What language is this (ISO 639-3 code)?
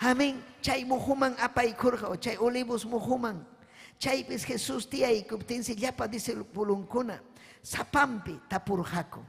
quy